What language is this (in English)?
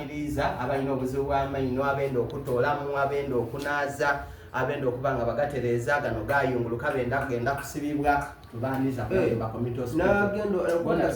Soga